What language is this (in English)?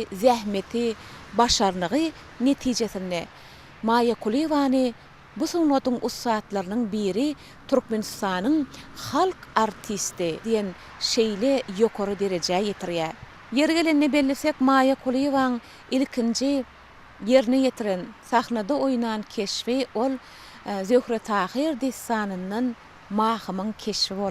Turkmen